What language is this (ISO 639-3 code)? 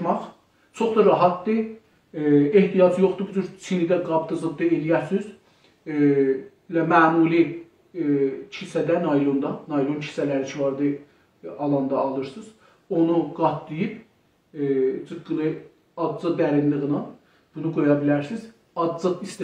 azb